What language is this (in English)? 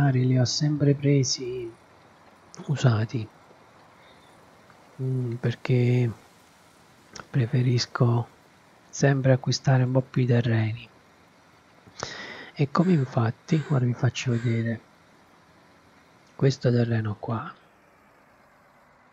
Italian